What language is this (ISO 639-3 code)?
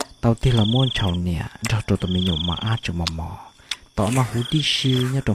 hmn